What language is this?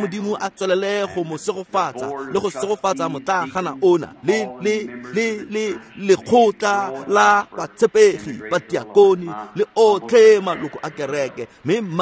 Tswana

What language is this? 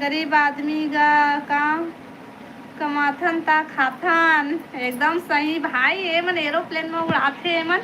Chhattisgarhi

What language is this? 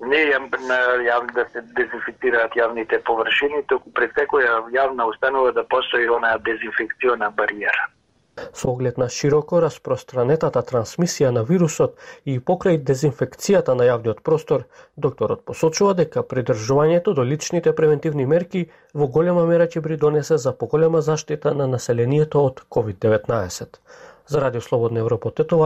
Macedonian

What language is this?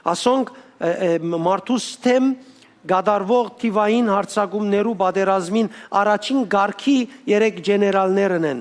Western Armenian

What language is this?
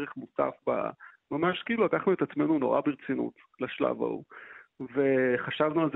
Hebrew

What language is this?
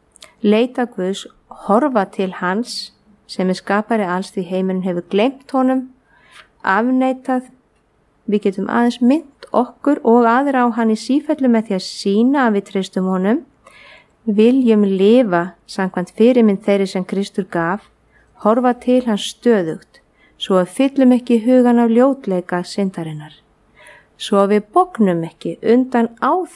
Icelandic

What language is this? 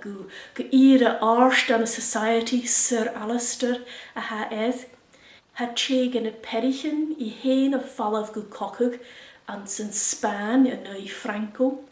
Scottish Gaelic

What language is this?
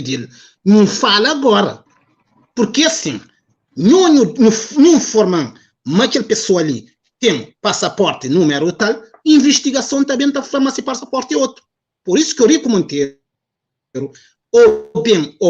Kabuverdianu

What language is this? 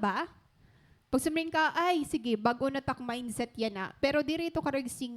Waray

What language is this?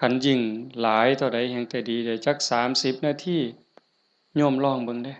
Northeastern Thai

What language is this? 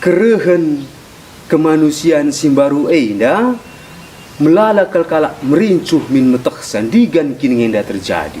Batak Karo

